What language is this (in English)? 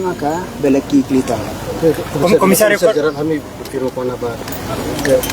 Tetum